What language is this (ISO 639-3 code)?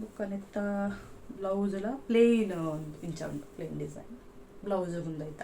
tcy